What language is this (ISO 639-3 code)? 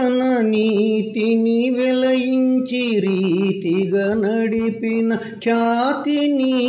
tel